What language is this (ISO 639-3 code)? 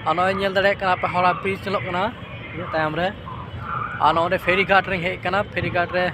sat